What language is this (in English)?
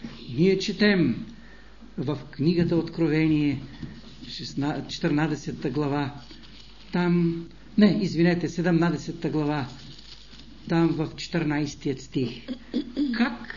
Bulgarian